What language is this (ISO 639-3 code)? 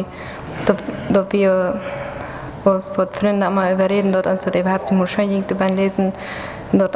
pdt